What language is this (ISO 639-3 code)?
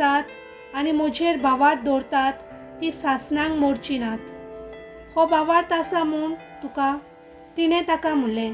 kok